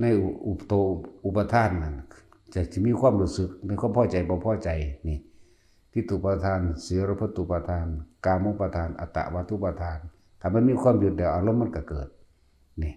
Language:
Lao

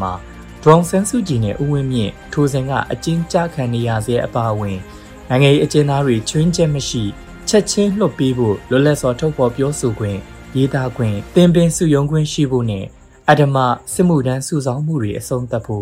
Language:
Burmese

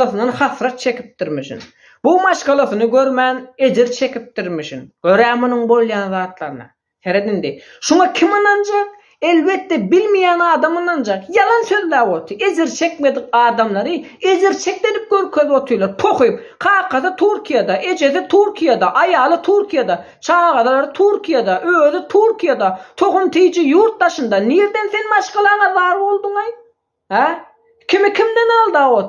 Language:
Turkmen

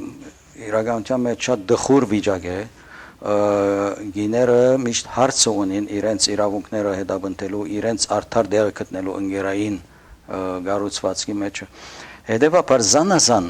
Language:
Western Armenian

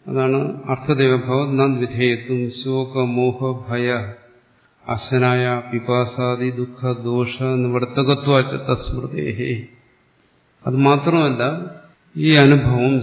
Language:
Malayalam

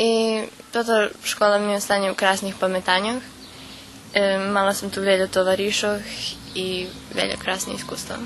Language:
Rusyn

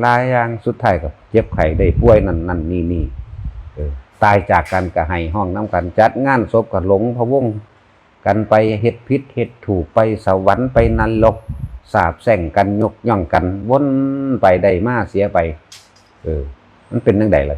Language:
Northeastern Thai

